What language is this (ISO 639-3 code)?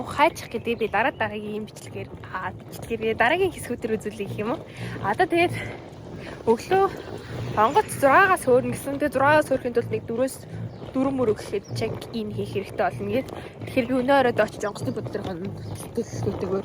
mon